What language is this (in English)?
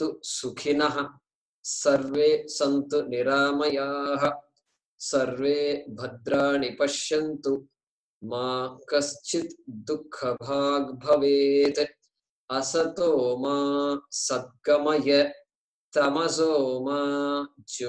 Sanskrit